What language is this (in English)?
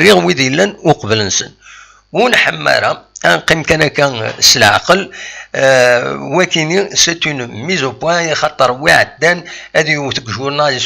Kabyle